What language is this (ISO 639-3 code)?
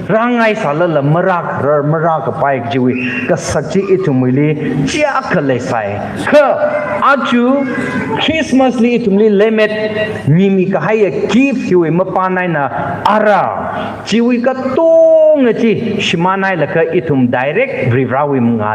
nmf